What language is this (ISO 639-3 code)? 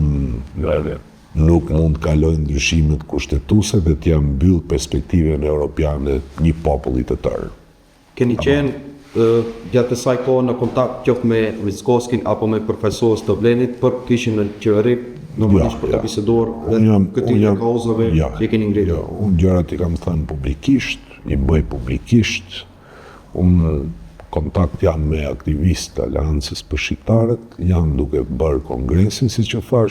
sqi